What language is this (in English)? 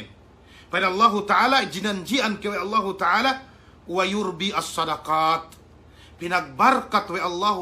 Yakan